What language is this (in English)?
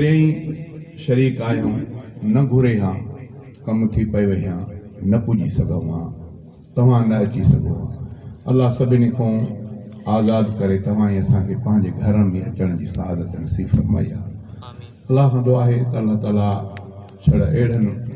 Sindhi